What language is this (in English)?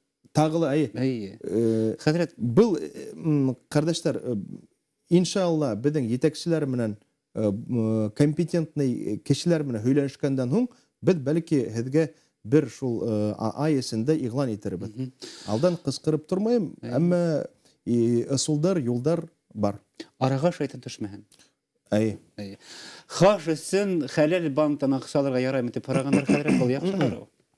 Bashkir